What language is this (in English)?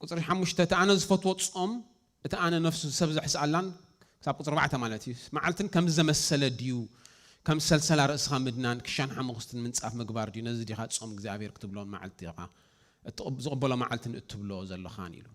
Tigrinya